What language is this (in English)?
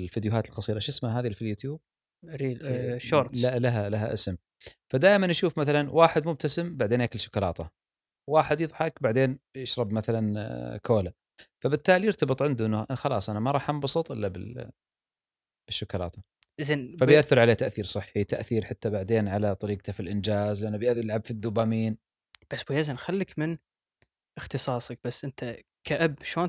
Gulf Arabic